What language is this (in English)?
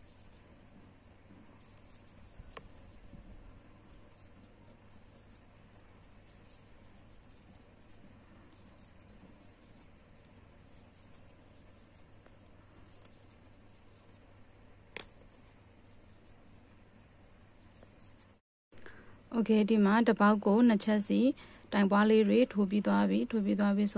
Burmese